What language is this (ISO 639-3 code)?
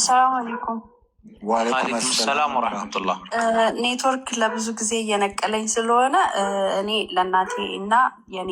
amh